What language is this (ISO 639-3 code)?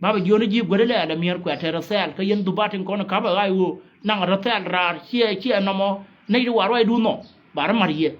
nus